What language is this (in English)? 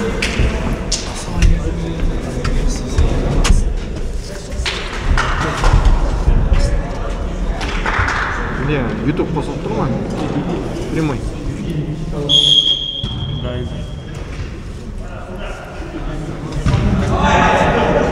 Kazakh